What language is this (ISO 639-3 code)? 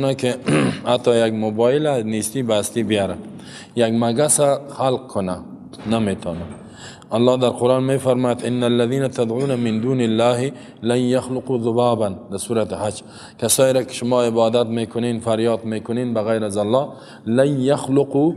fas